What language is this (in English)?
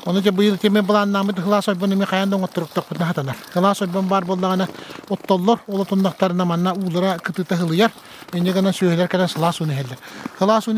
Yakut